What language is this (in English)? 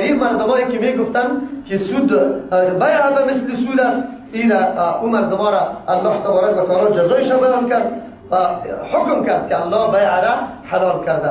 Persian